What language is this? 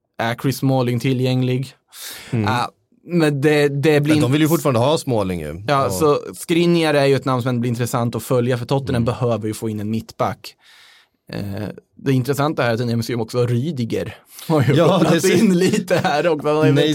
Swedish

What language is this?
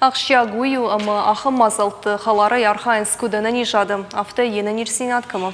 Ossetic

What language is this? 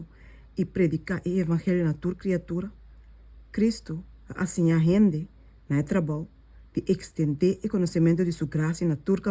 Papiamento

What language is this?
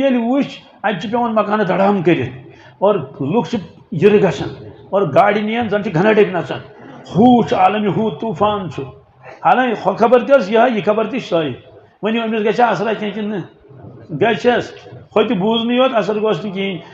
Kashmiri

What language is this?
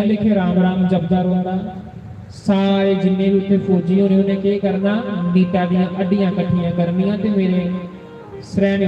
Dogri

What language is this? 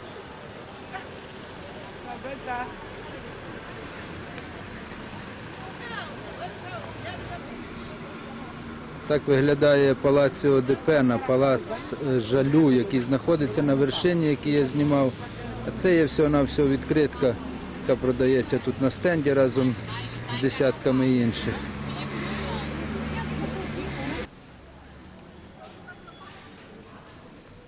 Ukrainian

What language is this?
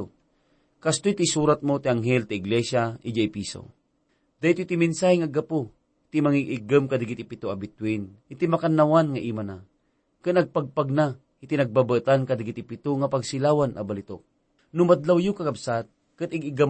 Iloko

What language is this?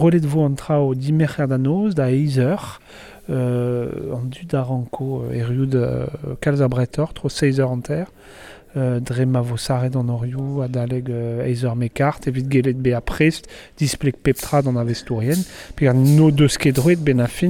Breton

